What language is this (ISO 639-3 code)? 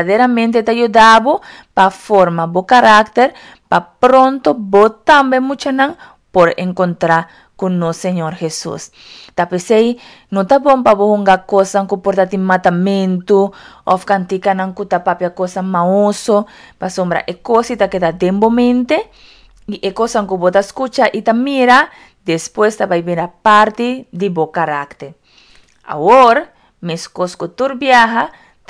pap